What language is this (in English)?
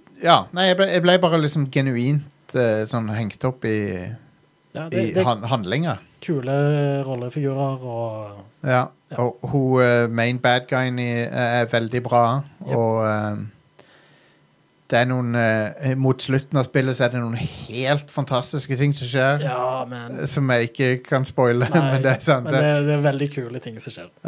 Norwegian